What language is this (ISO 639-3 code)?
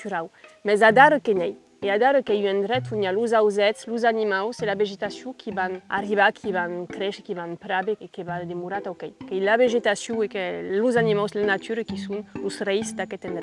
oci